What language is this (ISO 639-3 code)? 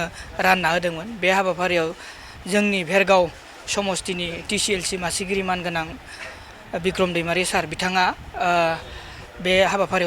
brx